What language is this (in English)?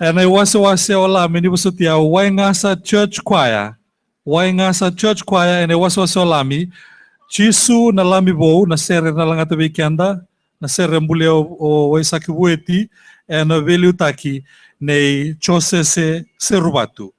Fijian